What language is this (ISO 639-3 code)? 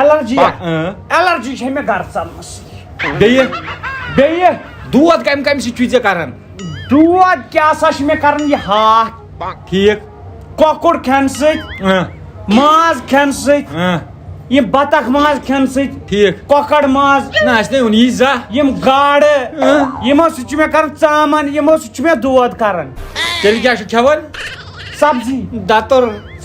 kas